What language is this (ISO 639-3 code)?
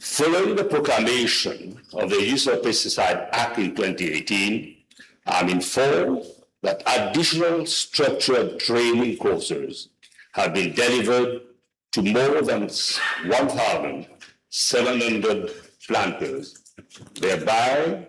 mfe